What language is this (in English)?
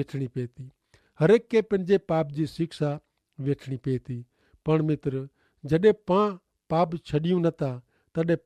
Kachhi